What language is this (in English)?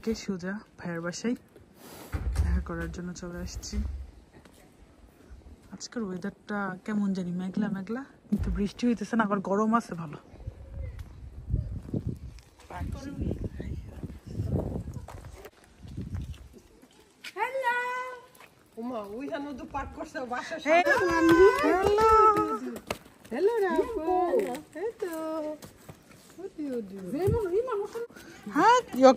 Bangla